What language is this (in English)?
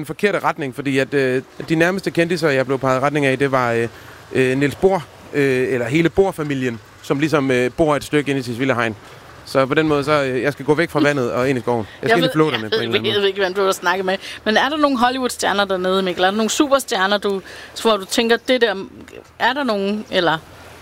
Danish